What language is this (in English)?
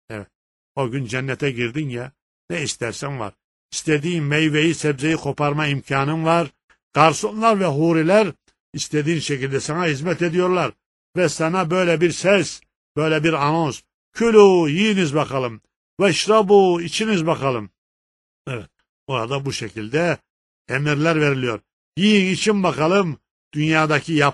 Turkish